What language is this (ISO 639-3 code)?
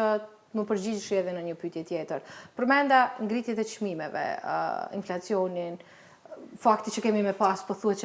sqi